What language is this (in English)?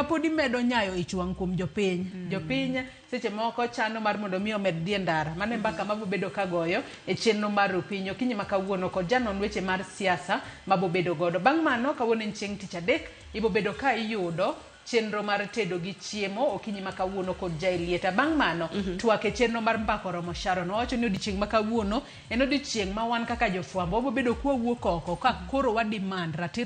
Luo (Kenya and Tanzania)